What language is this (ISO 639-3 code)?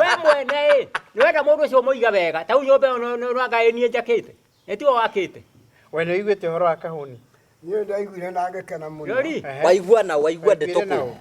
kik